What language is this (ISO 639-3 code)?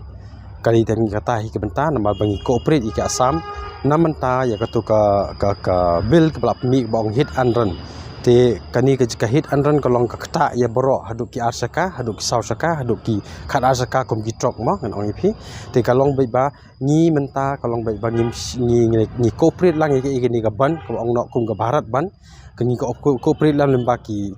kha